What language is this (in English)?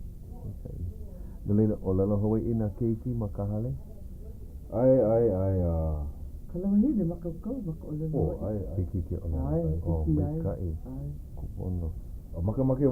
Hawaiian